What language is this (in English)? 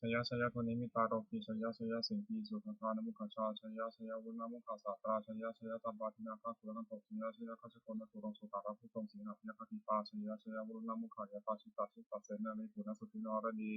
Pali